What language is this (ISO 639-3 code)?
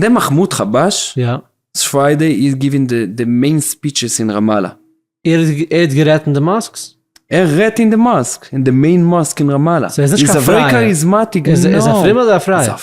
yid